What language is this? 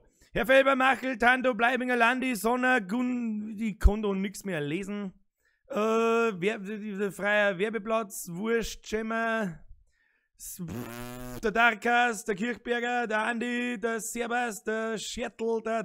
Bavarian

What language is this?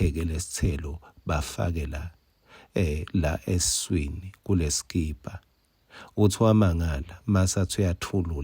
Swati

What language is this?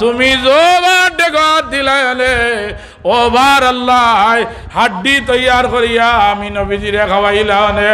Sylheti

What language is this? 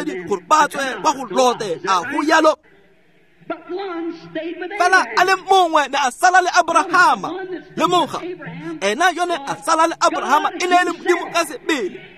Tswana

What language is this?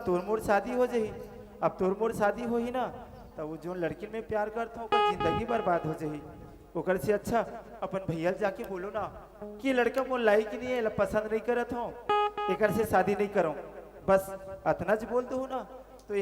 Chhattisgarhi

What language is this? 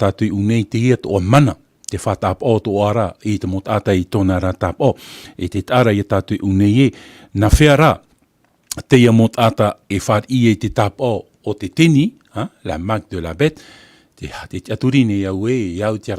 Tahitian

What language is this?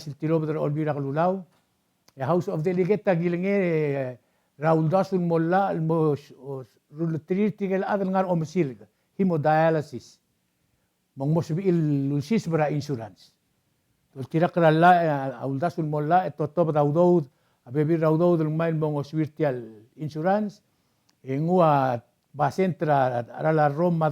Palauan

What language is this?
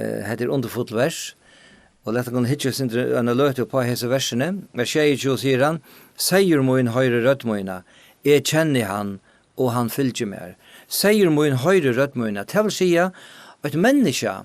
Faroese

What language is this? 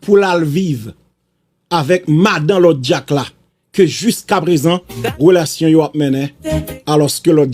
Haitian Creole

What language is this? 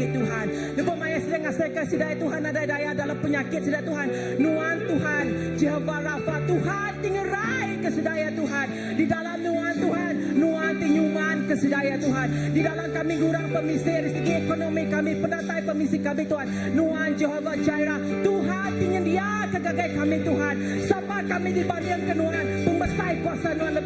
Iban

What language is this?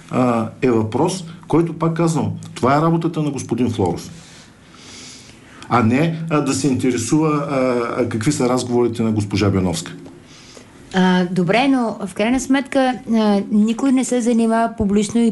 Bulgarian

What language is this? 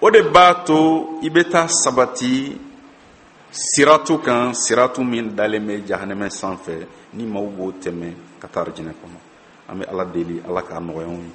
Bambara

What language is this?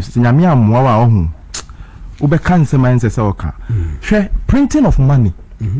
Akan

